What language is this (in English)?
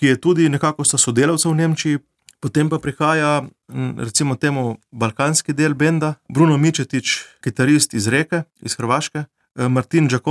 Slovenian